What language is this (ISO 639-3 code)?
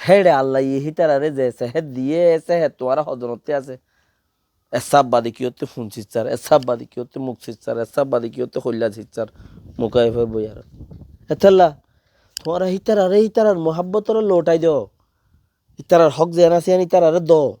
rhg